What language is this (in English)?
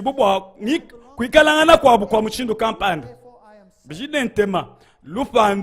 Luba-Lulua